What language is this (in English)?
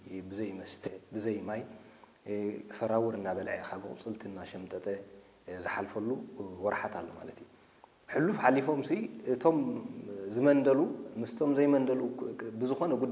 Tigrinya